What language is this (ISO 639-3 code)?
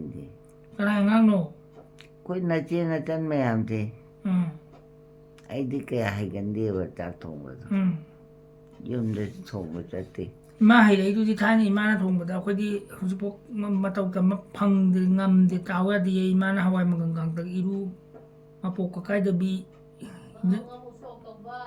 mni